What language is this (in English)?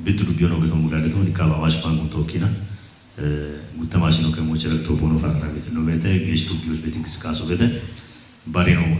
Kafa